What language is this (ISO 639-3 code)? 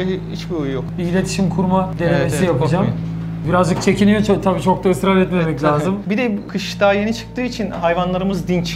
tur